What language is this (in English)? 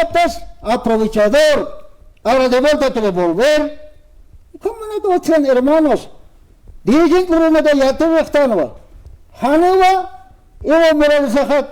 Aymara